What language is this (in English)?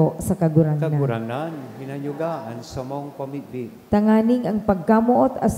Bikol